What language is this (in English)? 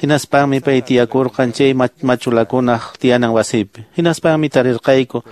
Quechua